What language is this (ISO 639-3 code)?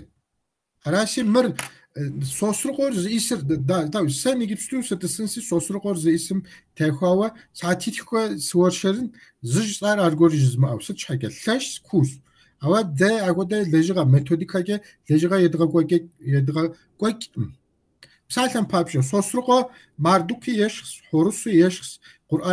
kbd